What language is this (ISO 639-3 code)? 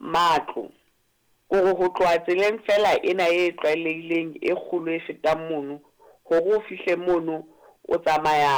sot